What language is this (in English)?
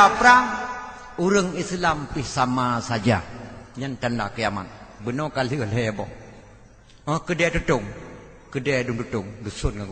Achinese